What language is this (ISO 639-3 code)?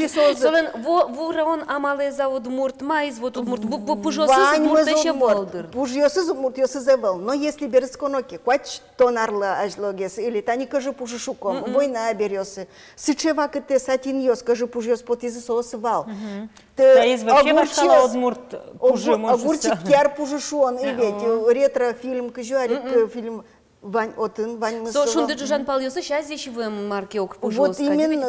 udm